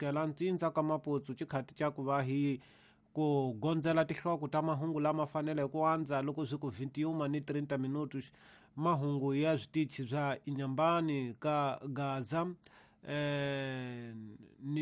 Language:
Tsonga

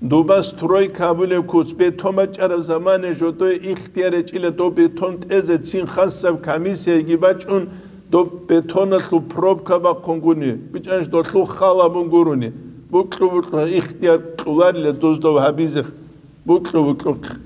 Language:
Avaric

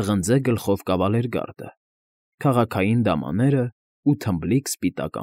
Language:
Armenian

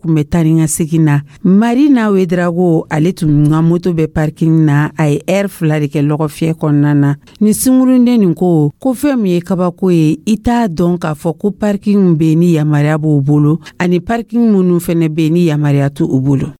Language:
Dyula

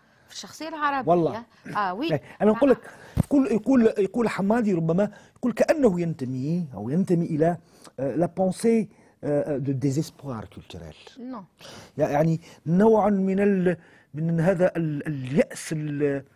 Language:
Tunisian Arabic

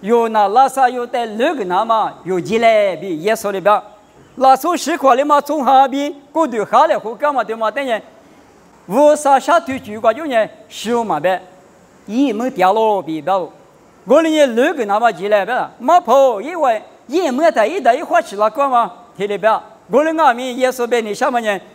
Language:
Lisu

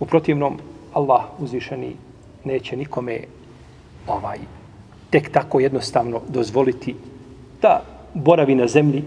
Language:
Bosnian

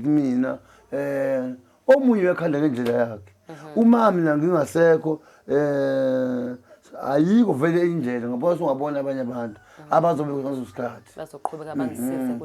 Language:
Zulu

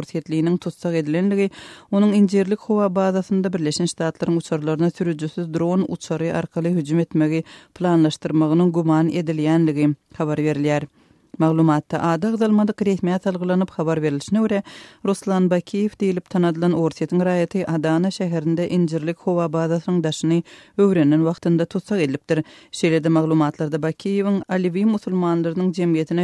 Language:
Turkmen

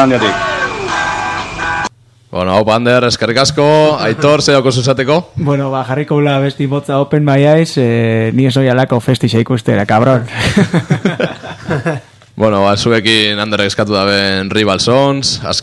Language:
Basque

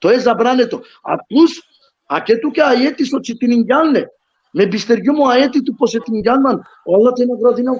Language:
Balkan Romani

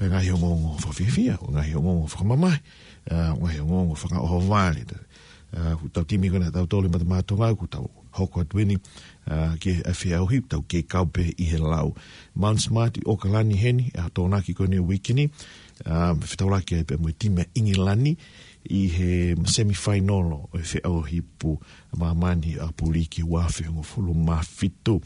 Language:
Tongan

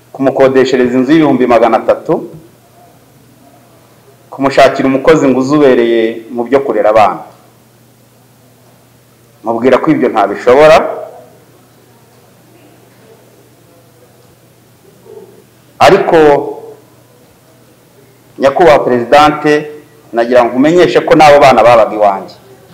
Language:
Kinyarwanda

